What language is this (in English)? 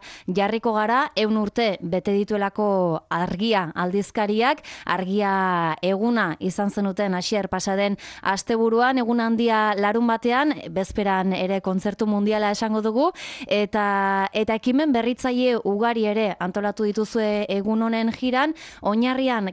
Basque